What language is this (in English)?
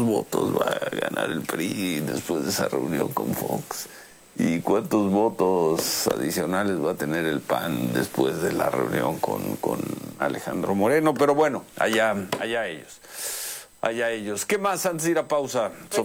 Spanish